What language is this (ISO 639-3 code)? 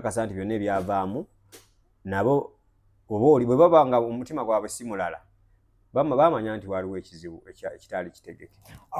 lug